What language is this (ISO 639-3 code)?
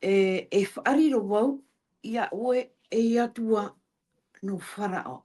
tah